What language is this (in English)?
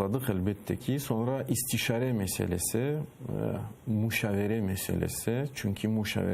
Crimean Tatar